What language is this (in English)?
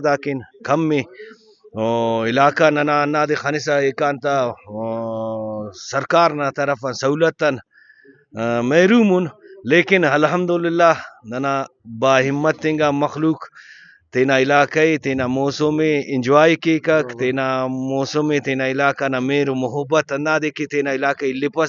Brahui